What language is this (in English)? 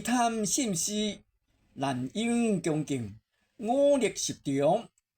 Min Nan Chinese